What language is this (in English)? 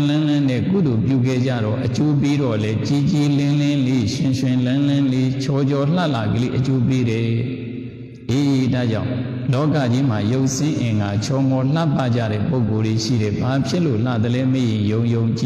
Burmese